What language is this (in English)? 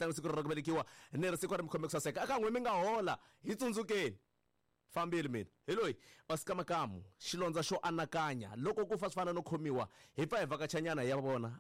Tsonga